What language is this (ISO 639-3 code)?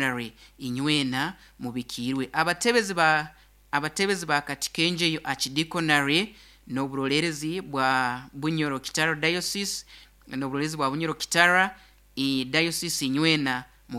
nyo